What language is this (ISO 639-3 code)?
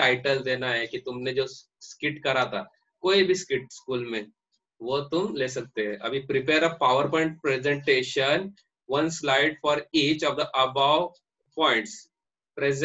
hin